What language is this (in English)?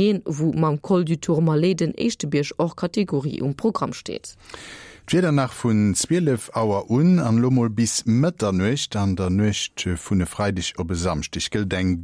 Luxembourgish